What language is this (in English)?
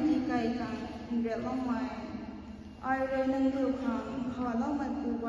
Rongmei Naga